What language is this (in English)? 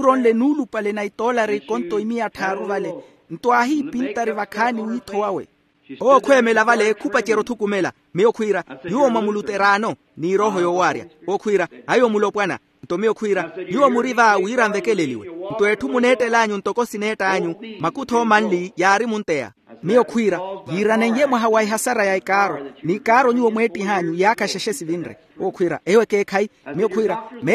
Makhuwa